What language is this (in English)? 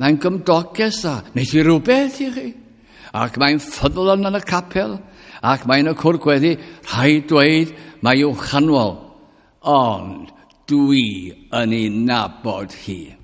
Welsh